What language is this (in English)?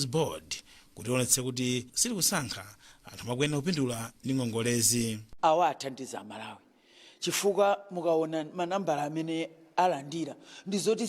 Nyanja